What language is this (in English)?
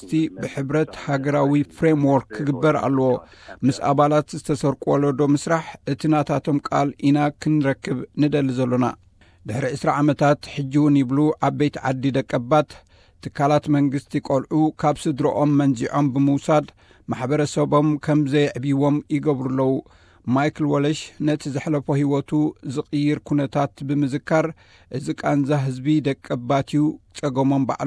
Tigrinya